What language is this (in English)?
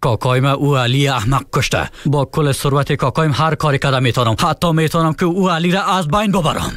Persian